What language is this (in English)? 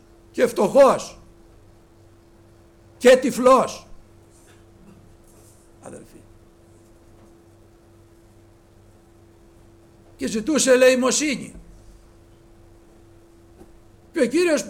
Greek